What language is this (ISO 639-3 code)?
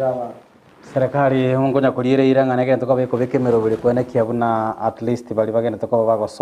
guz